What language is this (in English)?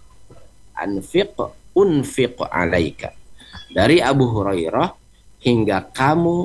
Indonesian